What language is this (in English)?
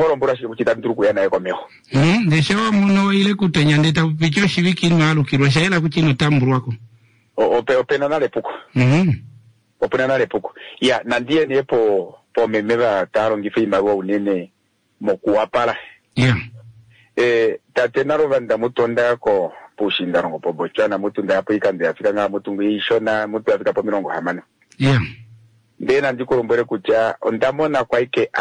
Kuanyama